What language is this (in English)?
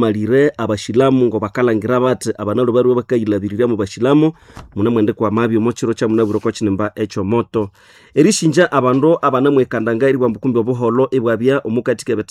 Nande